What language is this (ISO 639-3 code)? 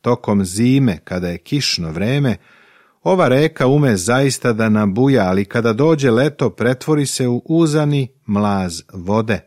srp